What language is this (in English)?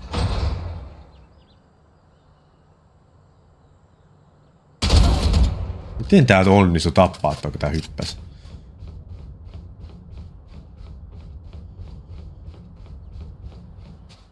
Finnish